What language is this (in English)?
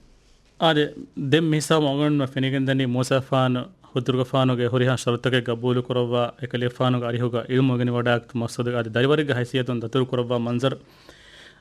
Divehi